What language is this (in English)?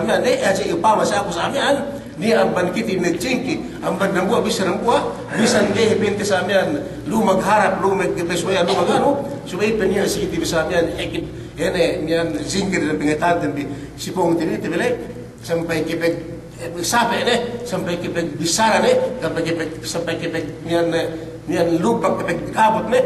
Yakan